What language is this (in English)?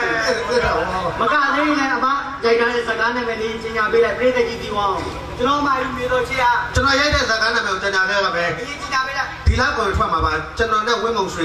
Burmese